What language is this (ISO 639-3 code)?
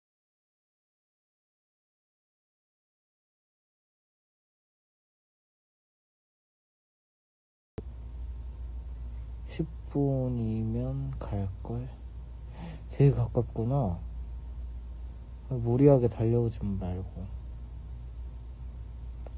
kor